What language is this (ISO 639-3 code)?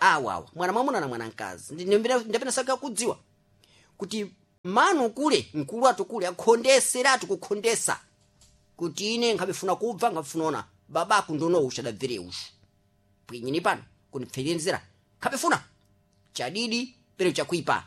seh